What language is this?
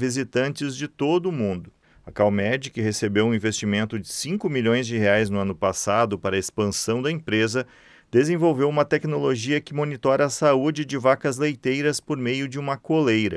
Portuguese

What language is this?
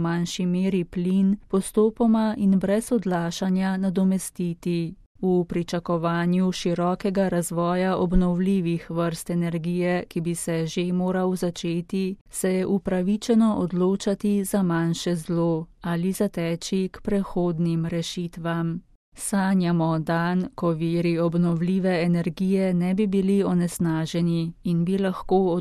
Slovenian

